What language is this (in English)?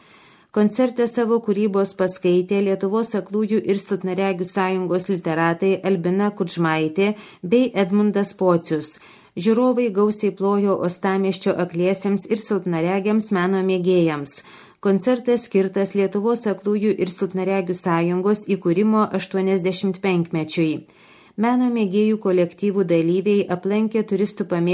Lithuanian